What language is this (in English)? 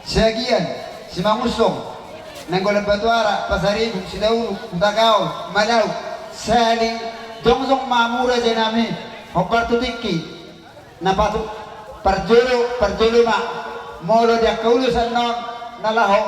Batak Toba